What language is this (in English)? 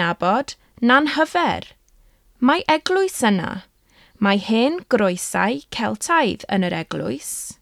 Welsh